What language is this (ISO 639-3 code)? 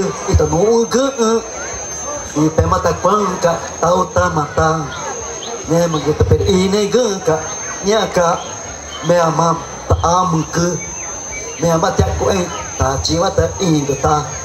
tca